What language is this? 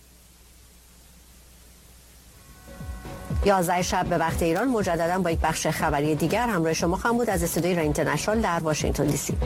Persian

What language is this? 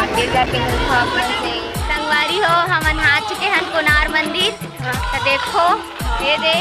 Chhattisgarhi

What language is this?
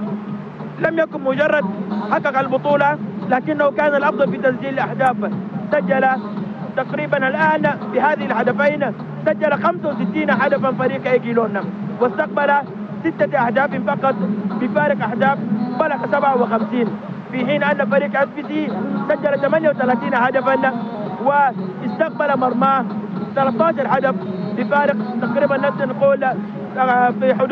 Arabic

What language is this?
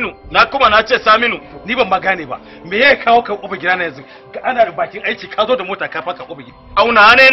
Hausa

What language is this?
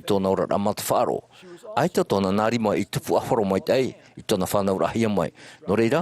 Tahitian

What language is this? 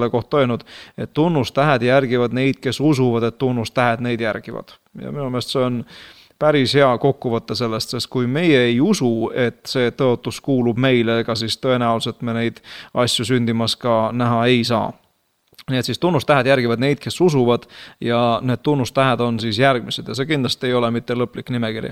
Estonian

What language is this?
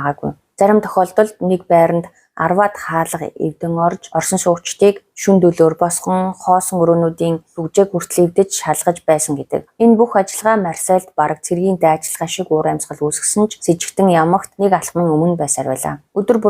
Mongolian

